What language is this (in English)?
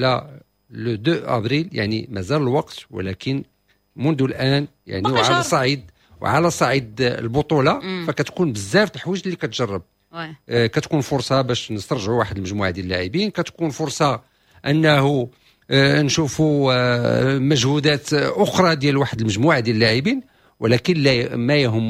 Moroccan Arabic